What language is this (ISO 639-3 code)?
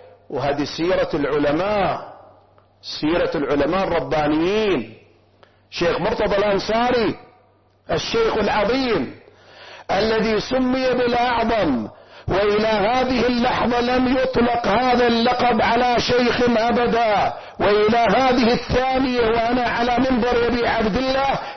ara